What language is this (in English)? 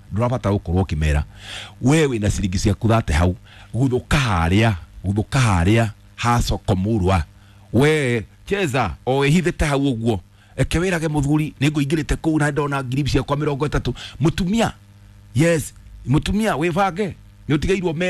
Kikuyu